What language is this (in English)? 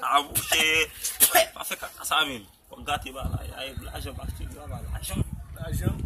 Haitian Creole